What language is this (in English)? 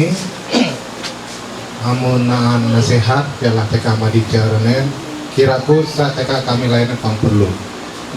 Ma'anyan